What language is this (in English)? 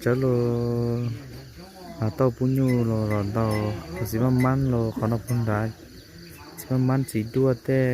Hmong